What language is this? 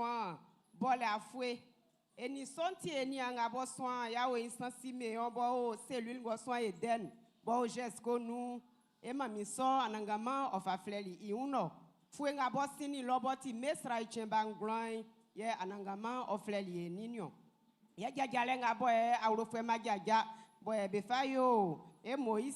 Baoulé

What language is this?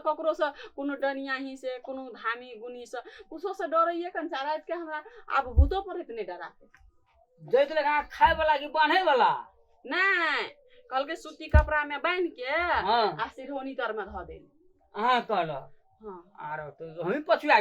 Maithili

